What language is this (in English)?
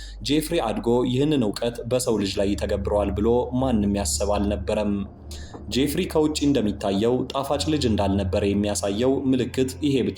Amharic